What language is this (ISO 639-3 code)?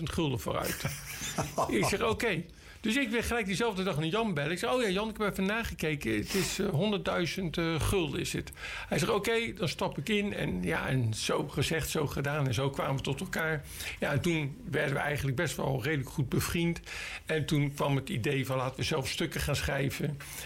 nld